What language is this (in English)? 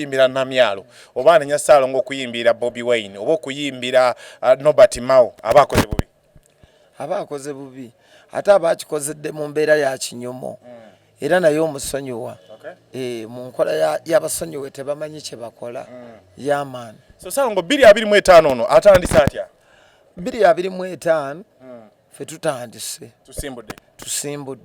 Ganda